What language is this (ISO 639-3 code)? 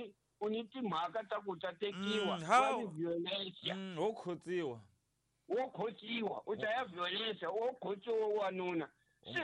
tso